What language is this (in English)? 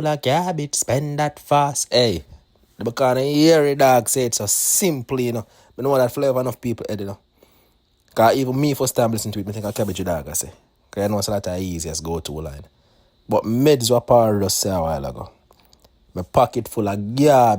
Jamaican Creole English